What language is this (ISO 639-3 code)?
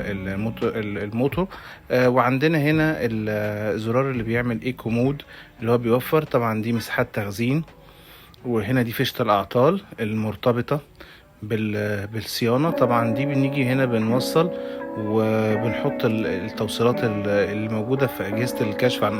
arz